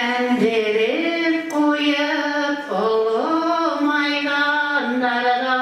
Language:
Bashkir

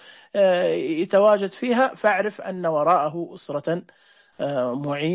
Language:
Najdi Arabic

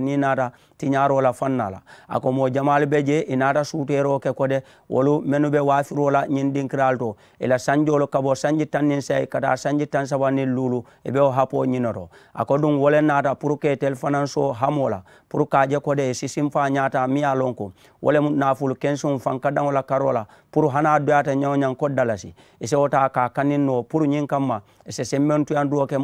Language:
Mandingo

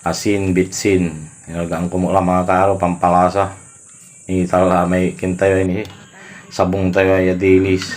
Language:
Pangasinan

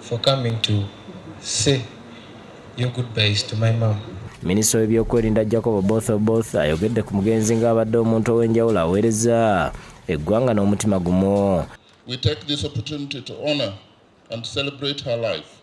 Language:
Ganda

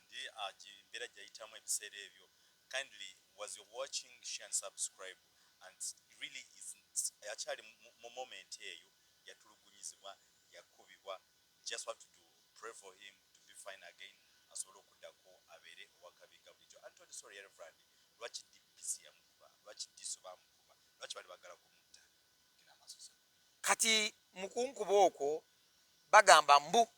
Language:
Ganda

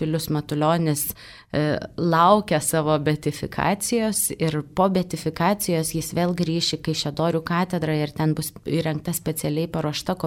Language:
Lithuanian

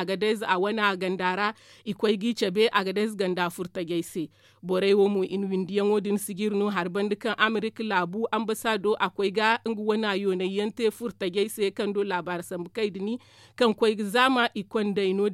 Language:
Zarma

